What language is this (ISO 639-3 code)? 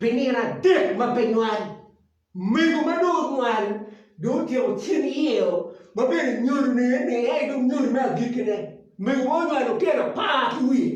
ach